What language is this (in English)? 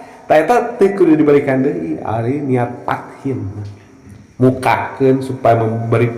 Sundanese